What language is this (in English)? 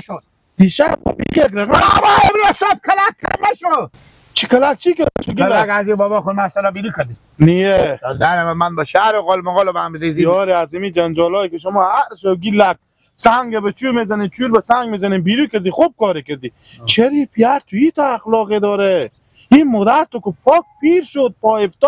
Hazaragi